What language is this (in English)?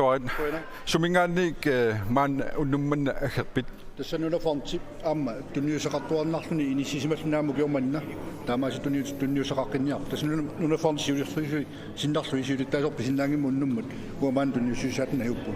Kalaallisut